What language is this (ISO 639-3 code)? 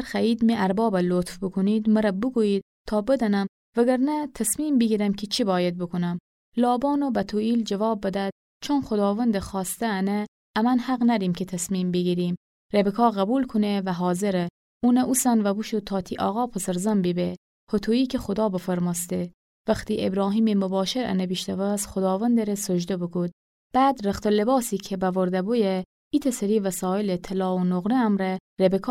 glk